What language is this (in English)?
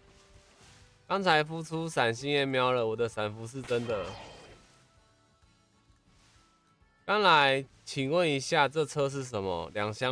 Chinese